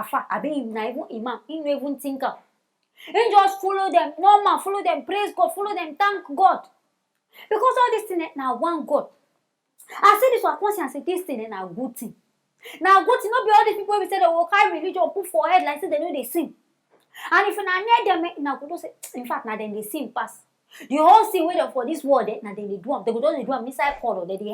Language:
Nigerian Pidgin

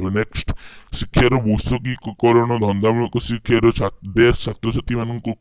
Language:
Odia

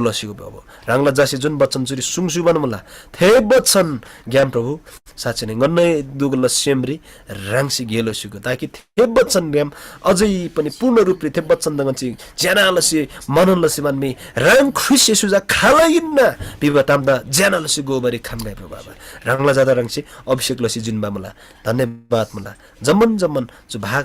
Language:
Eastern Tamang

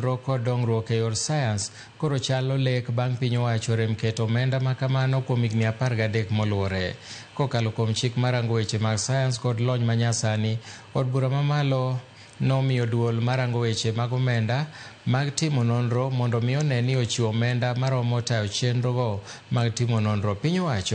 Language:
Luo (Kenya and Tanzania)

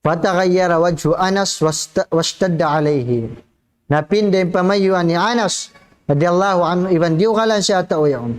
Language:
Tausug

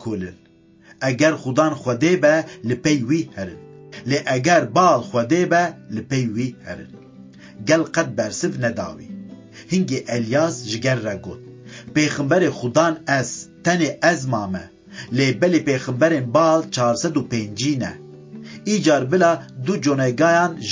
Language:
Kurdish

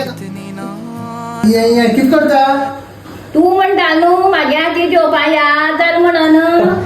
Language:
Konkani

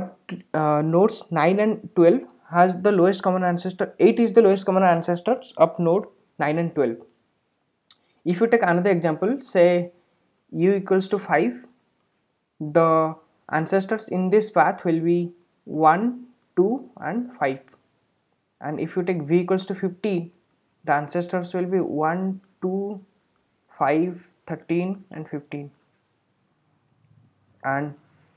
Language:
English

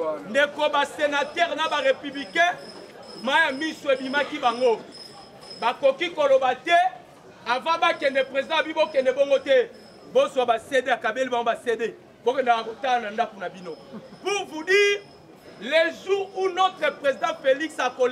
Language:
Lingala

